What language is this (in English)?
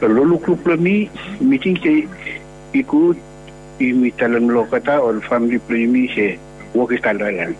Bislama